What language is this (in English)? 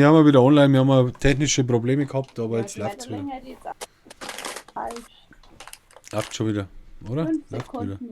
Bavarian